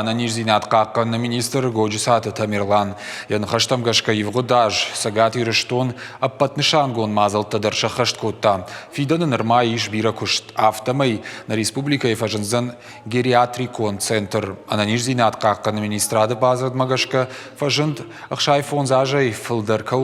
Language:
Ossetic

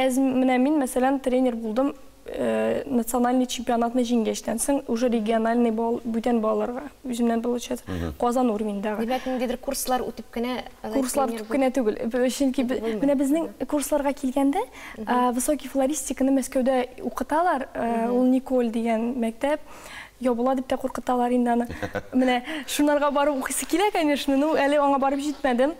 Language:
Tatar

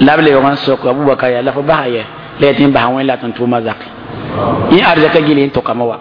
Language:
Mossi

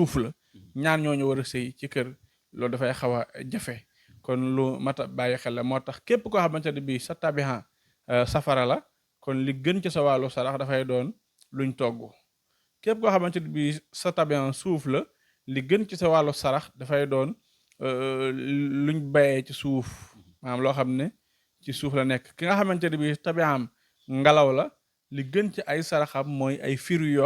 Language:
Wolof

